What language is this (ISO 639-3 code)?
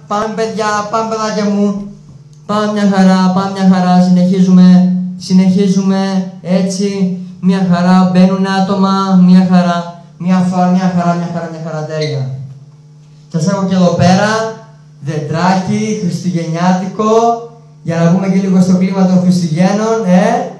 ell